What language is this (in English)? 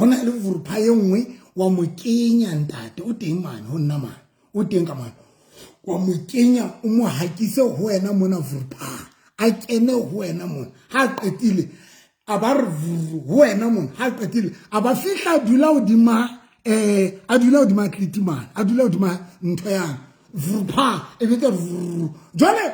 Southern Sotho